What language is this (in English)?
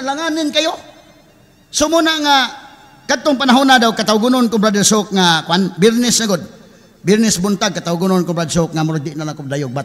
Cebuano